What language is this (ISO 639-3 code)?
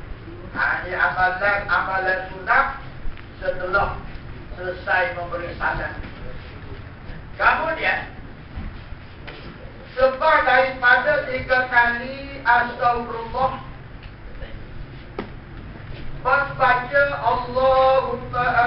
msa